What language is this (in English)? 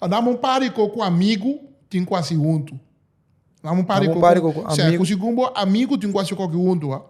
Papiamento